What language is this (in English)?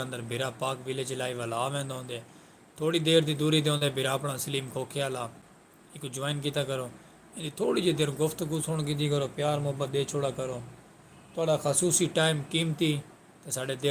Saraiki